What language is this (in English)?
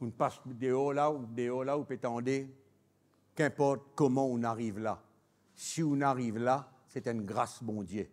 Morisyen